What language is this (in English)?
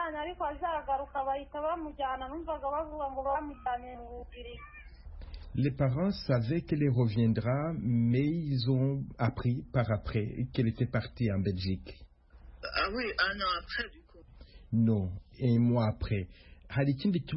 Kinyarwanda